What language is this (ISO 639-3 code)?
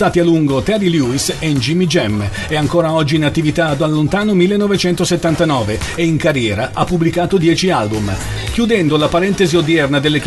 ita